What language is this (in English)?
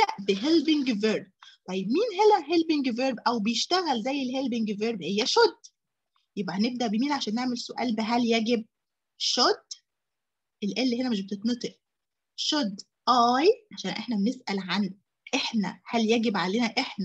Egyptian Arabic